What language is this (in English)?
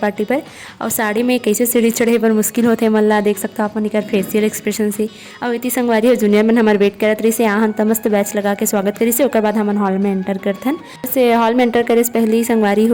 Chhattisgarhi